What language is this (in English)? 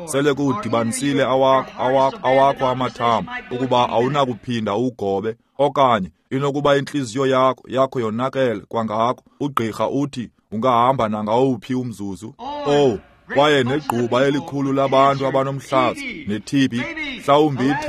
Xhosa